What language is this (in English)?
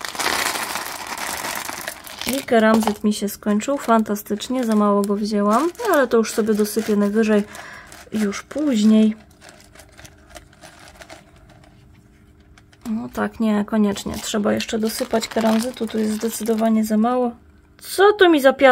Polish